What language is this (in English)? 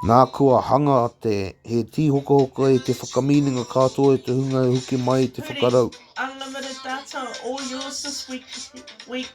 Māori